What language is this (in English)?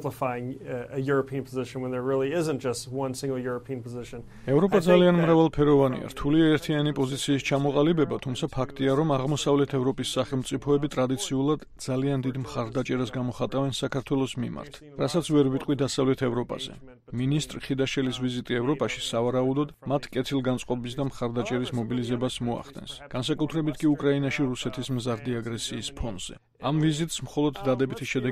Georgian